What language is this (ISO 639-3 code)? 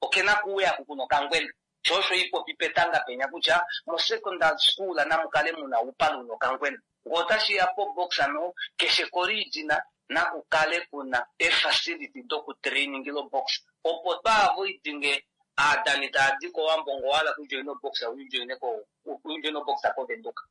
kua